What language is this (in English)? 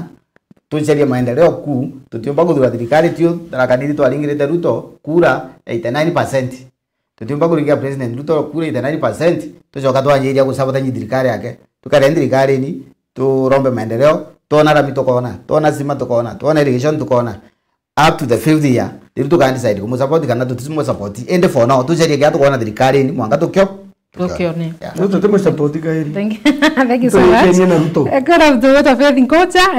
Meru